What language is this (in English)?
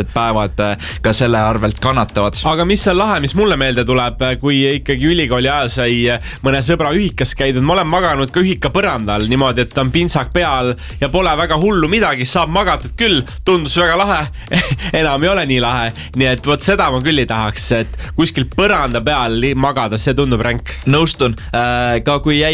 Estonian